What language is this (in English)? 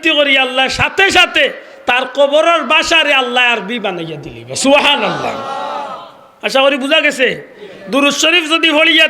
Sylheti